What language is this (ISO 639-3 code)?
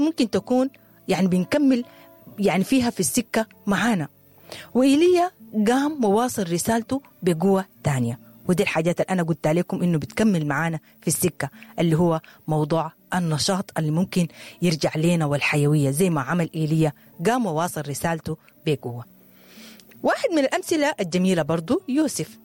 apd